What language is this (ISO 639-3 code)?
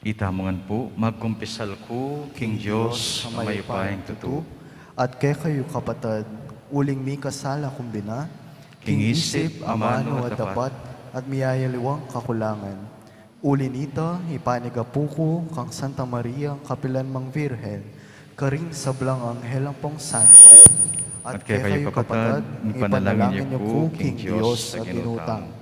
pam